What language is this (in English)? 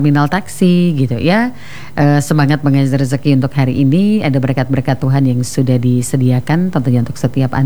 Indonesian